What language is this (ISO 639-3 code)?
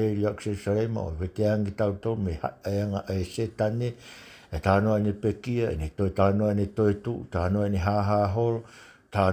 ton